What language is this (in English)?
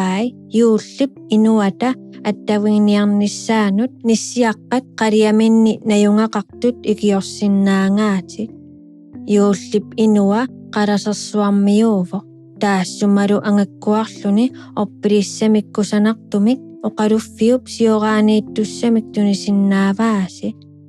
Kalaallisut